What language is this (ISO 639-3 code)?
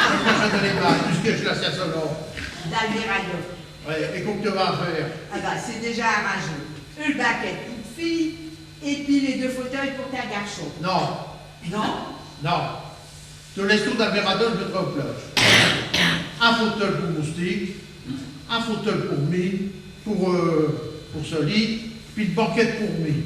pcd